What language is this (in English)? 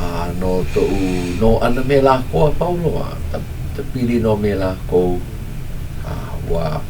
Hawaiian